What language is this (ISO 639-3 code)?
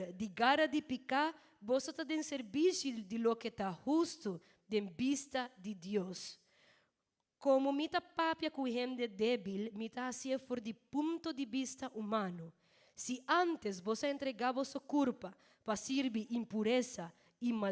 pap